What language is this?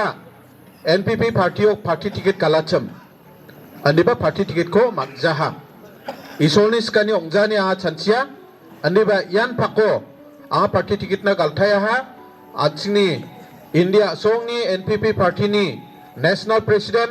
Garo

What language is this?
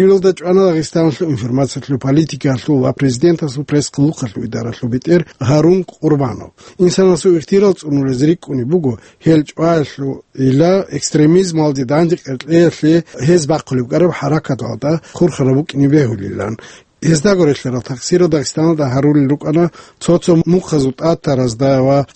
Avaric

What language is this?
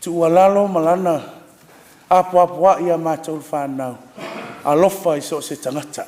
Samoan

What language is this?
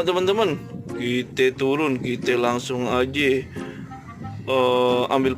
Betawi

